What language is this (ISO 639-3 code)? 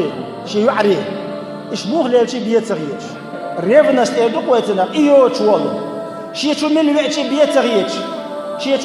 che